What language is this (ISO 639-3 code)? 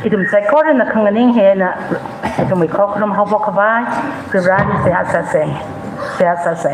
nmf